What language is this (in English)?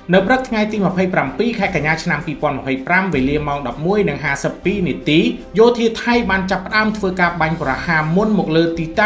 Khmer